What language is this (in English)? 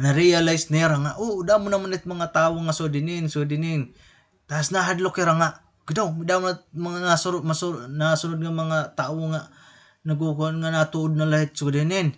Waray